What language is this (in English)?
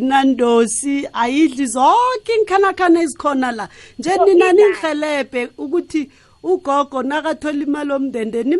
South Ndebele